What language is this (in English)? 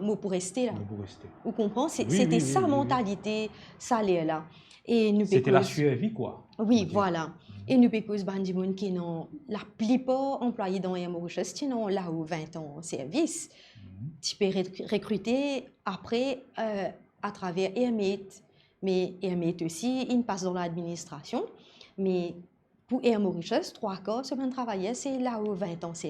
Morisyen